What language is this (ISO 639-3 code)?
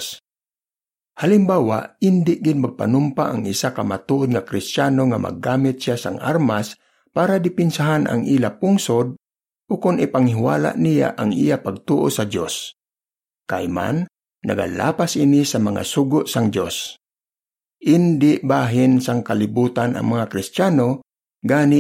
hil